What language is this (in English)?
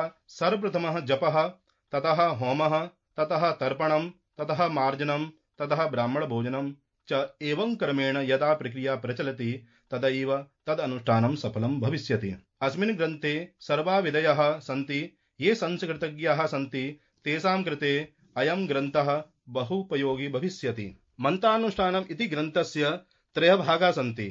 Sanskrit